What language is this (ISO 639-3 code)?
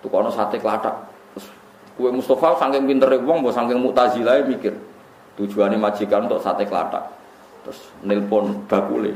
jav